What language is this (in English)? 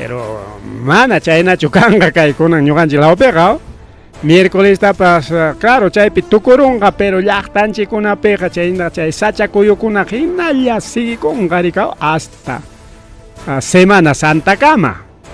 Ayacucho Quechua